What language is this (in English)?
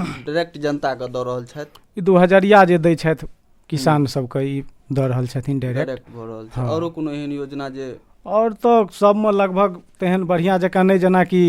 Maithili